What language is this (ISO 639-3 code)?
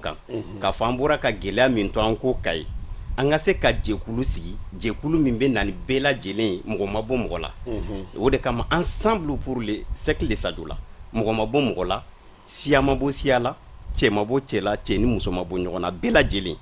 bam